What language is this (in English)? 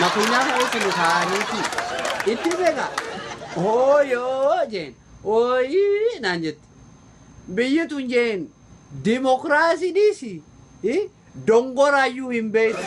Oromo